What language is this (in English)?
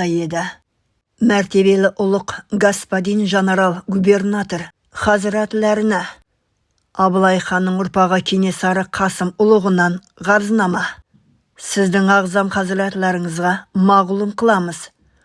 Kazakh